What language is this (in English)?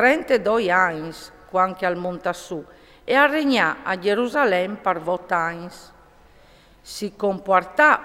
Friulian